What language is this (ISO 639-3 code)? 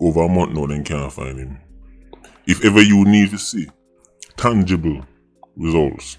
jam